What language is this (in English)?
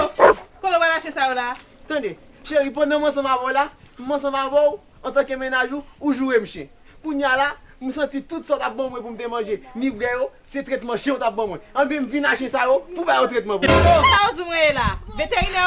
Haitian Creole